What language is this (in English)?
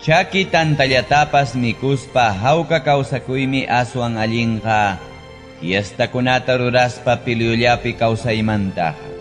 Ayacucho Quechua